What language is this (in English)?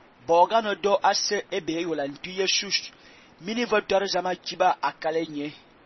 Fang